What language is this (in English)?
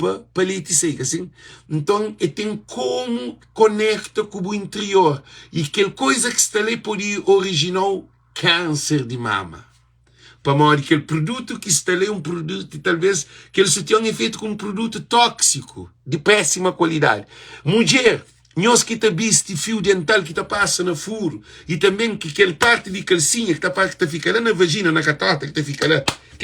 Kabuverdianu